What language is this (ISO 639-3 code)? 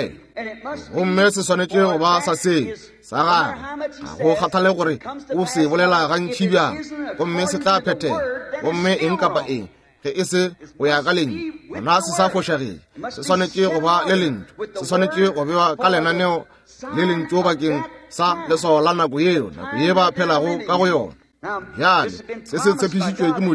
nso